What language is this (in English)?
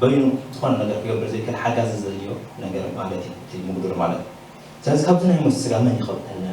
Tigrinya